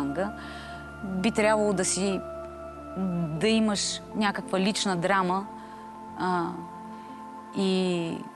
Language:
Bulgarian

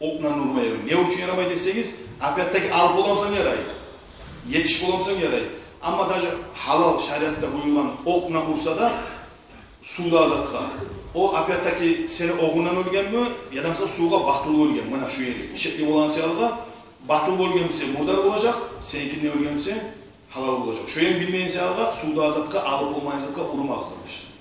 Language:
Kumyk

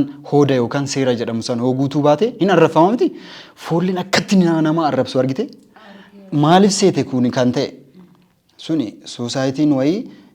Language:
Oromo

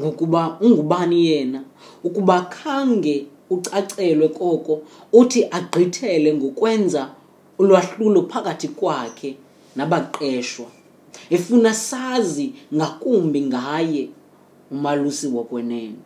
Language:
Xhosa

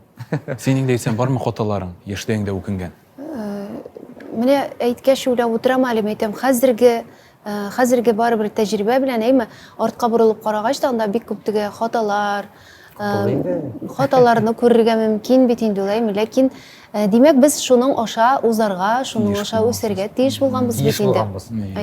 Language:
Tatar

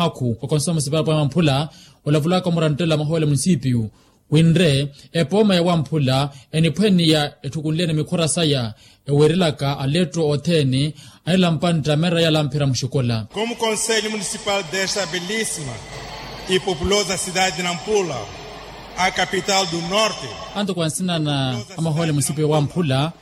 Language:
Makhuwa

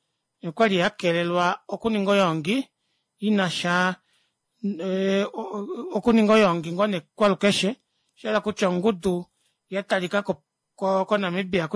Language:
Kuanyama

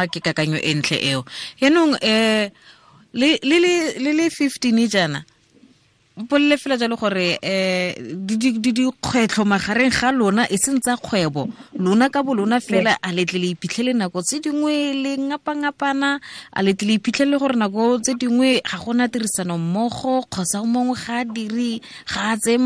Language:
Tswana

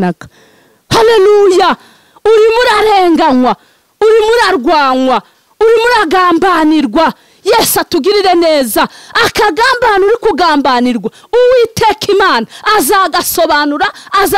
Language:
Kinyarwanda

